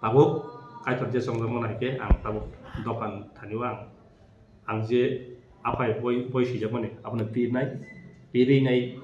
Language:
Kok Borok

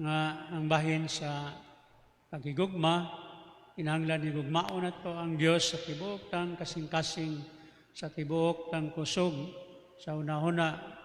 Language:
Cebuano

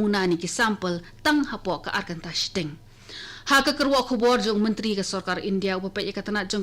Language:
Khasi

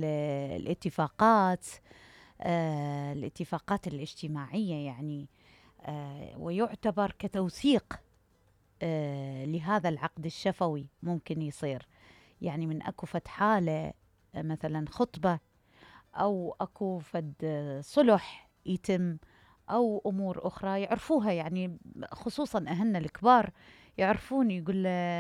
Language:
Mesopotamian Arabic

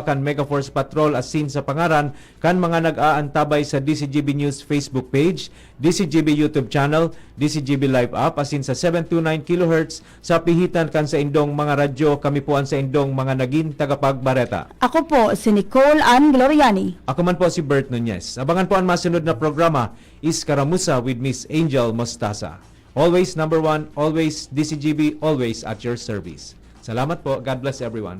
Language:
Bikol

